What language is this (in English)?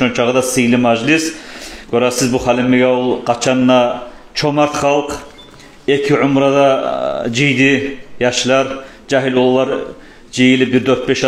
Kumyk